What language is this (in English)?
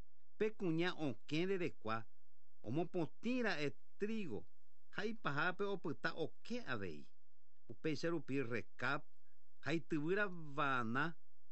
Guarani